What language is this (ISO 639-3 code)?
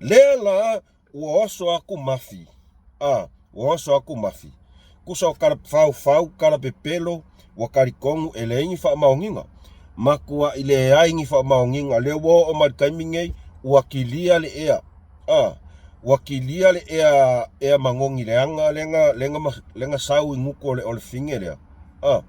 smo